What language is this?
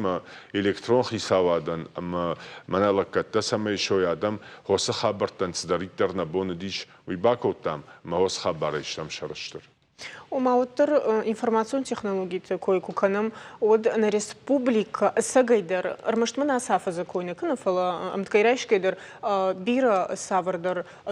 Ossetic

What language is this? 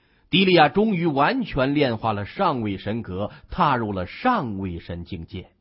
Chinese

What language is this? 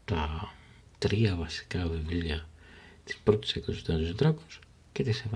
Greek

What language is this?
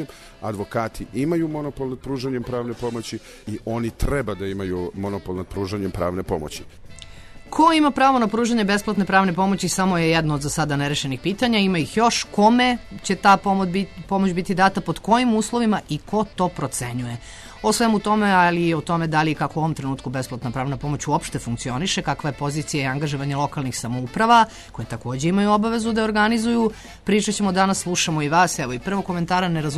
Serbian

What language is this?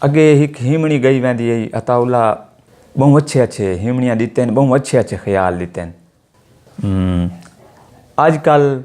Saraiki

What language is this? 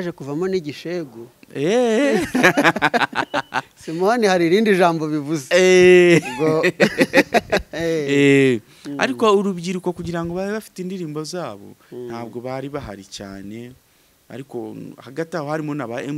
Kinyarwanda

